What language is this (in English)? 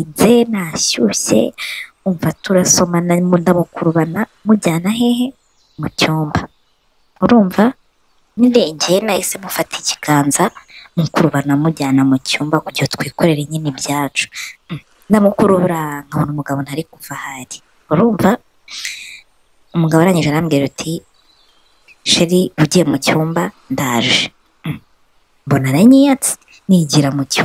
Kinyarwanda